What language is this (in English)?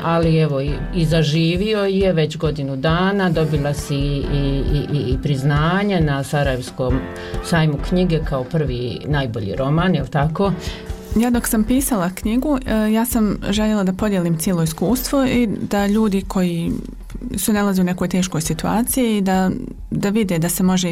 Bosnian